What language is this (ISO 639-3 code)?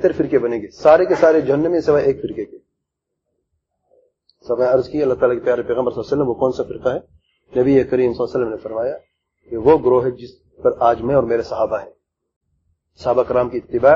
urd